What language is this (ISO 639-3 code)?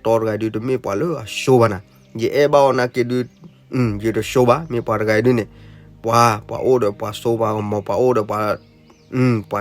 ksw